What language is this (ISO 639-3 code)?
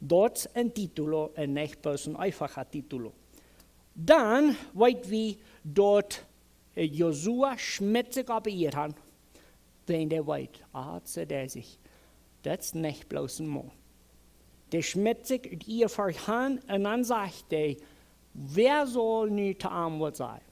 pdt